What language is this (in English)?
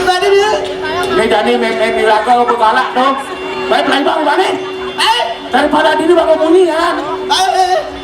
Balinese